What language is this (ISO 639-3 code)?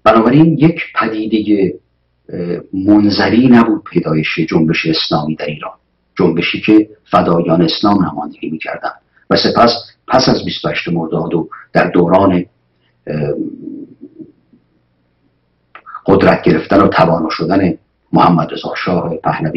fas